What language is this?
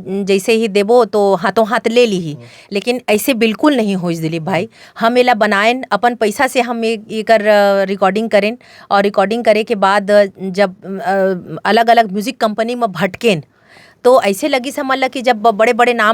Chhattisgarhi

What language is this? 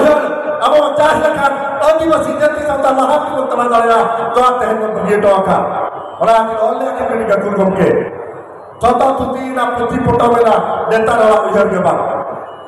Santali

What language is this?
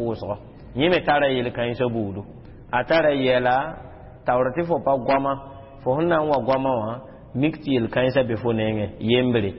Mossi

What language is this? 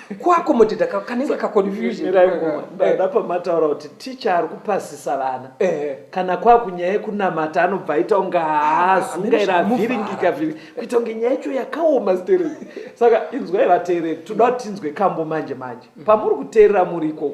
Shona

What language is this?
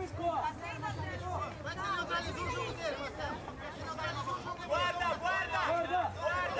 Portuguese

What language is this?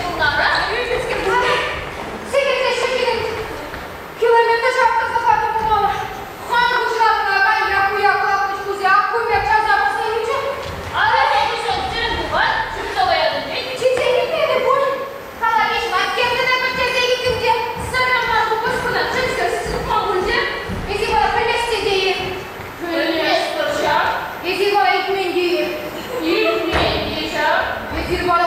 Chuvash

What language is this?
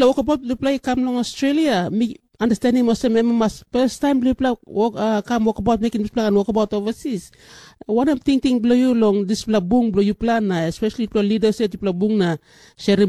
Tok Pisin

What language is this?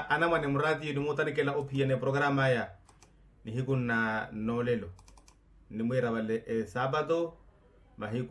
Makhuwa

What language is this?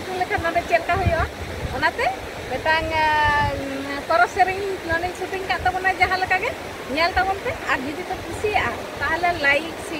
Santali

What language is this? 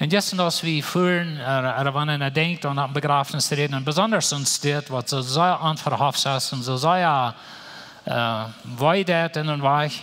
Plautdietsch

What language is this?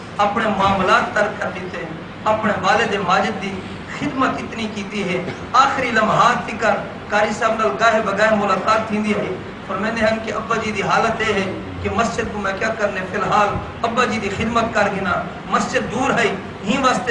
Saraiki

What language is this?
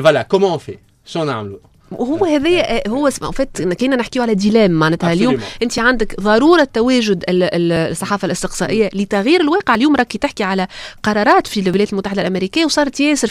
Tunisian Arabic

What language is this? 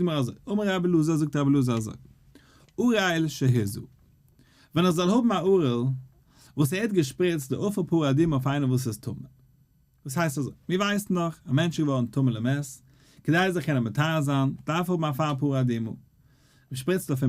Yiddish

